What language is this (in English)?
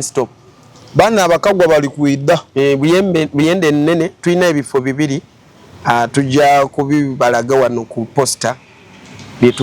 Ganda